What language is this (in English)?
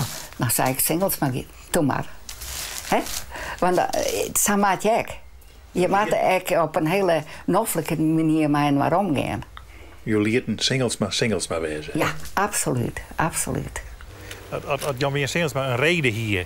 Western Frisian